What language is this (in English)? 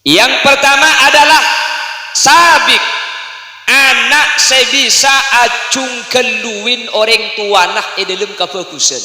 Madurese